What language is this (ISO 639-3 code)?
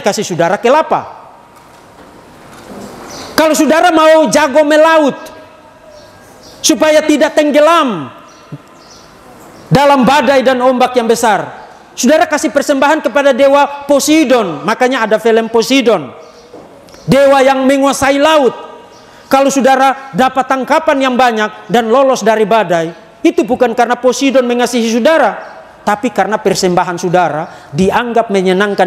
ind